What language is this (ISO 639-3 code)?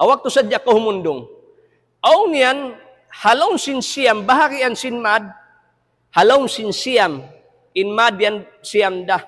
tsg